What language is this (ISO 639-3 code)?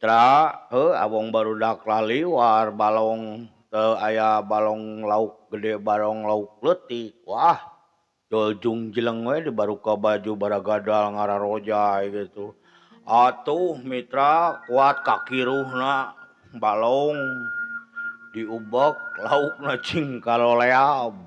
sun